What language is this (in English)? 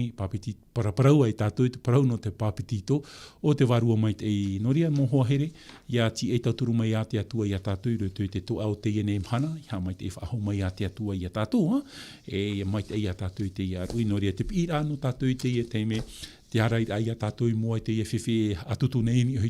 Tahitian